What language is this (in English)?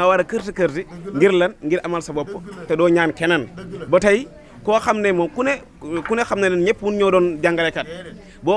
Wolof